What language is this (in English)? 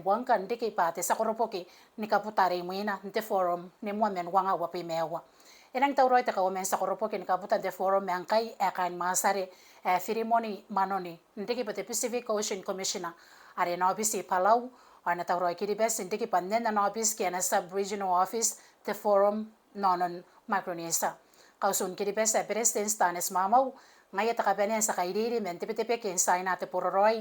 Gilbertese